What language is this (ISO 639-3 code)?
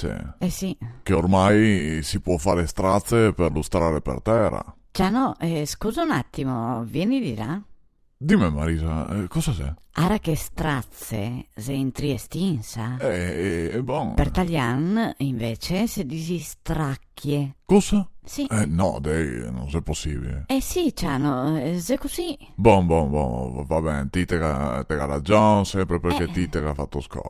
vec